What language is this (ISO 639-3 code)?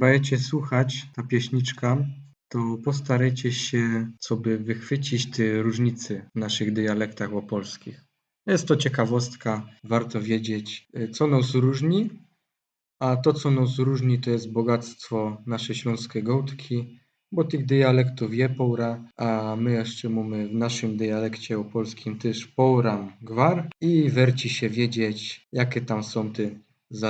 szl